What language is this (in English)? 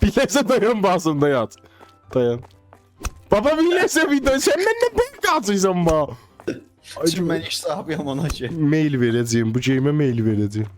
South Azerbaijani